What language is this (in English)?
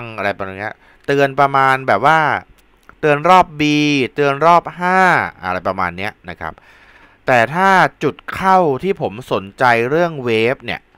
Thai